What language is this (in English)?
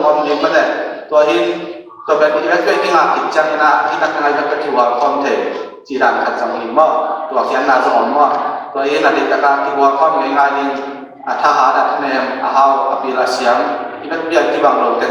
Tedim Chin